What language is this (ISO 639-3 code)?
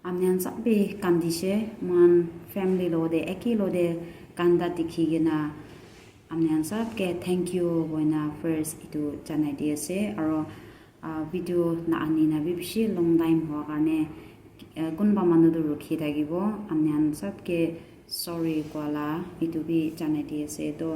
nag